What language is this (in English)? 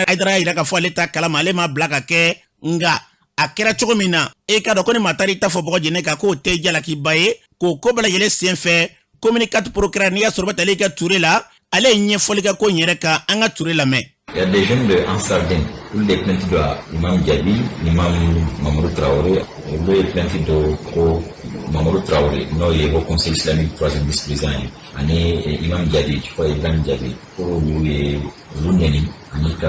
Bambara